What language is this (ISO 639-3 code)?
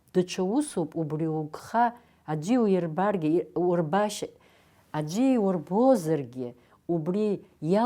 abk